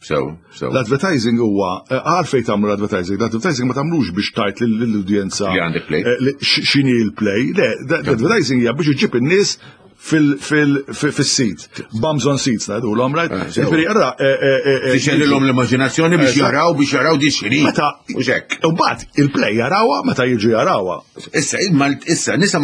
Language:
Maltese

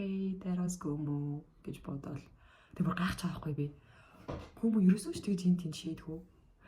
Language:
Mongolian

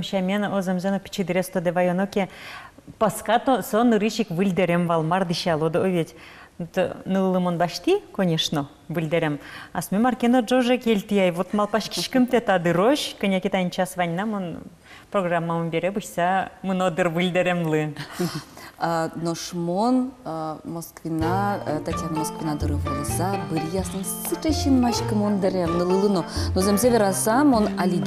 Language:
Udmurt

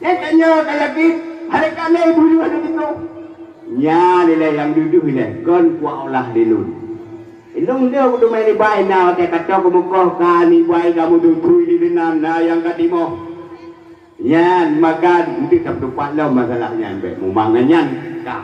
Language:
Achinese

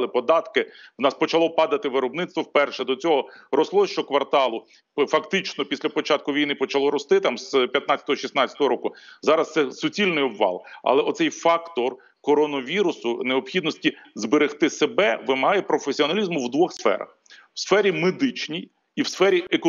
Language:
Ukrainian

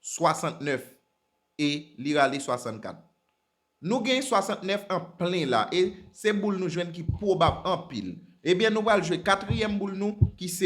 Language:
Haitian Creole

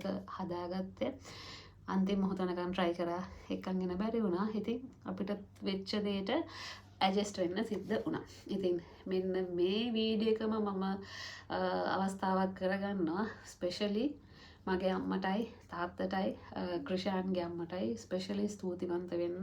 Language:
Sinhala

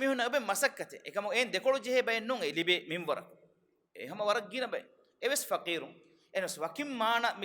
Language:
Divehi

